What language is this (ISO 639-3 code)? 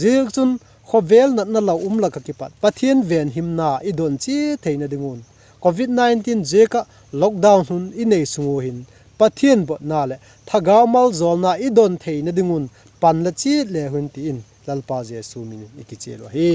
vap